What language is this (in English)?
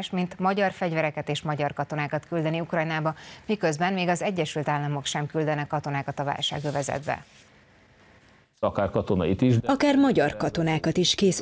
Hungarian